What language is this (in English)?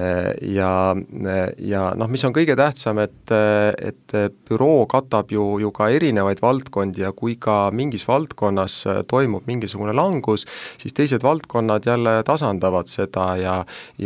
Estonian